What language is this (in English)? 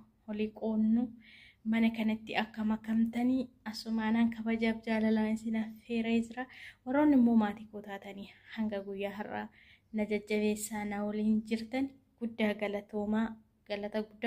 Oromo